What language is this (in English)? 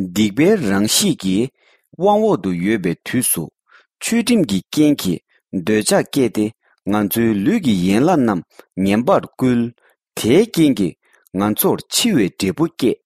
Tibetan